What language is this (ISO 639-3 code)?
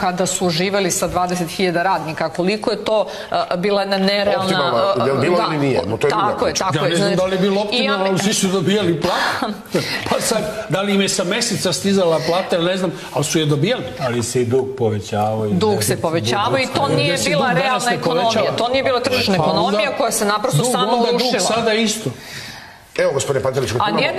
srp